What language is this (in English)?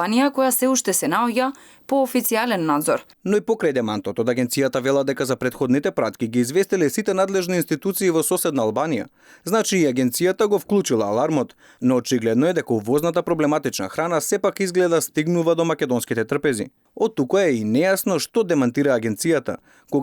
Macedonian